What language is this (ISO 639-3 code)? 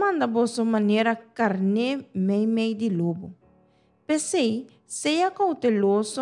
pap